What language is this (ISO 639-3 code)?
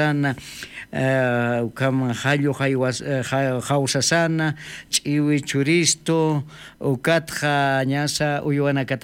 aym